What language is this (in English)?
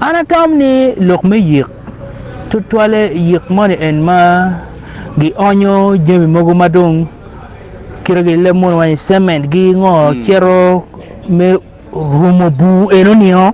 Acoli